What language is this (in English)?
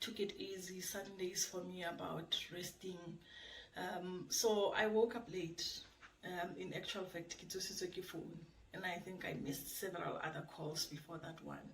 Tswana